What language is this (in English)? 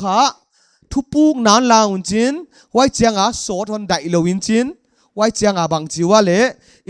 Paite Chin